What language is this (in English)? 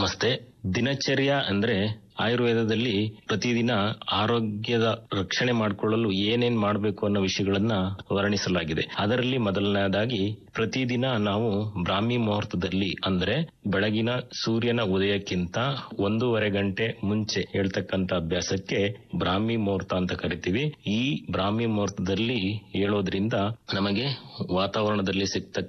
Kannada